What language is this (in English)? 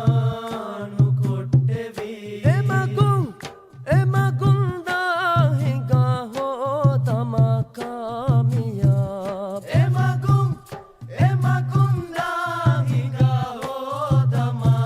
Divehi